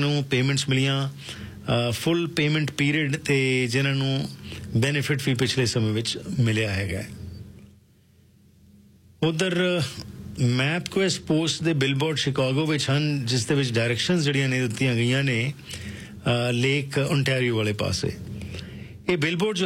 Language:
Punjabi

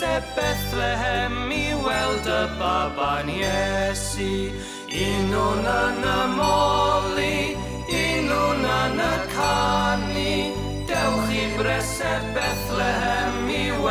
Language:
Welsh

